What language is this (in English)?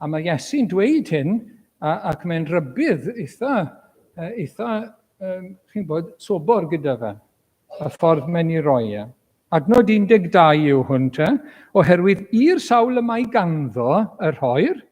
Welsh